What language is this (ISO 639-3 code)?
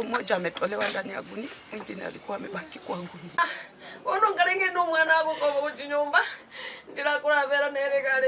guz